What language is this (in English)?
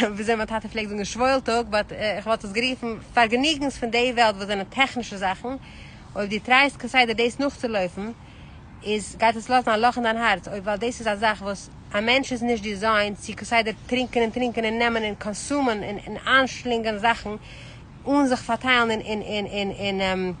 Yiddish